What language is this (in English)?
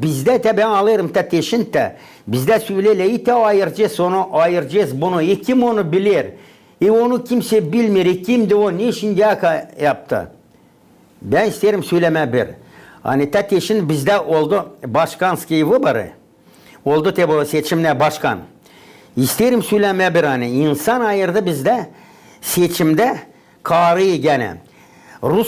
Gagauz